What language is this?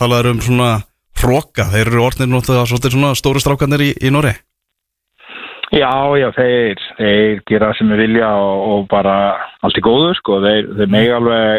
Icelandic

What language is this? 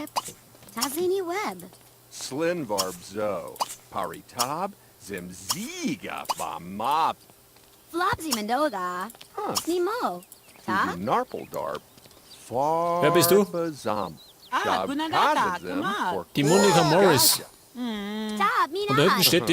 Bavarian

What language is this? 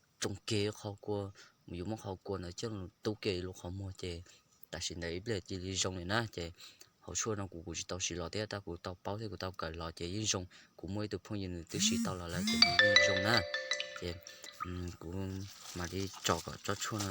Hmong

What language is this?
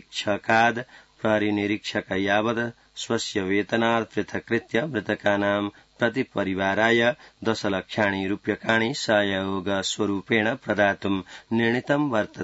Sanskrit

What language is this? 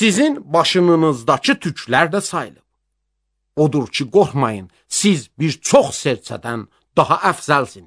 Azerbaijani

